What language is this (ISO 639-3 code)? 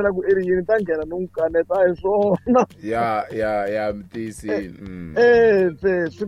tso